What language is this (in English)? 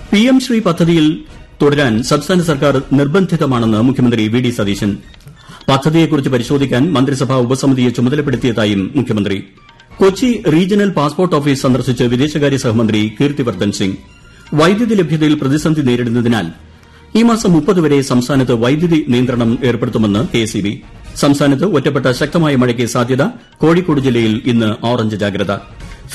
Malayalam